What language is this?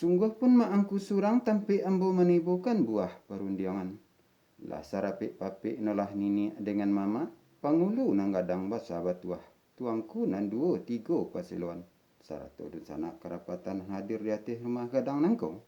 Minangkabau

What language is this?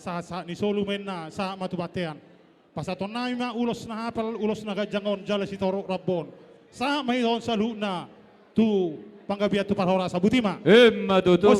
Batak Toba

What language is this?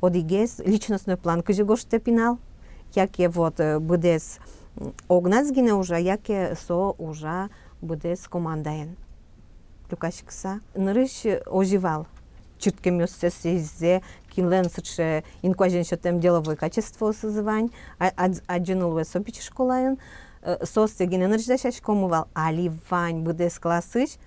Udmurt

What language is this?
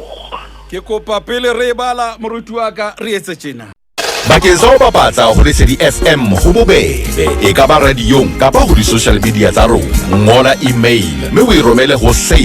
Southern Sotho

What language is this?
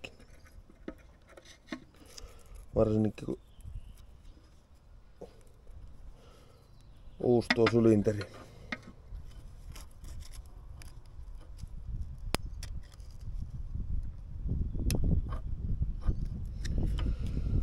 Finnish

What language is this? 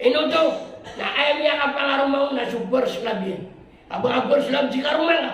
Maranao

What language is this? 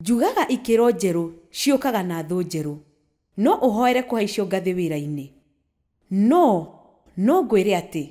Kikuyu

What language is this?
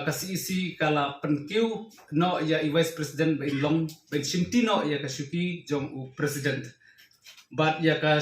Khasi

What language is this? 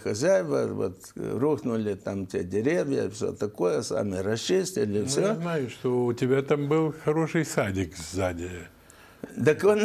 Russian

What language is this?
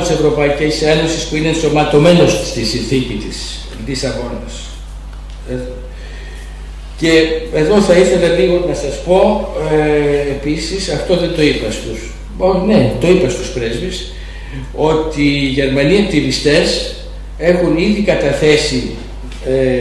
Greek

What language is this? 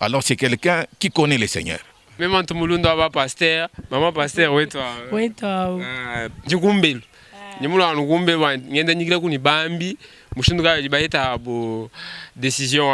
Luba-Lulua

